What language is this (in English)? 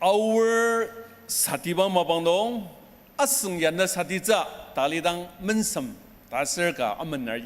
Ao Naga